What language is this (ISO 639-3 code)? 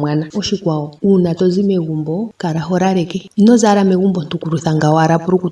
ndo